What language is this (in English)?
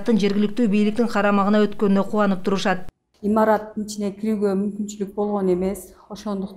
Kyrgyz